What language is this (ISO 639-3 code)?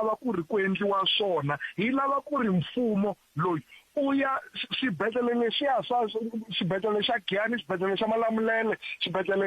tso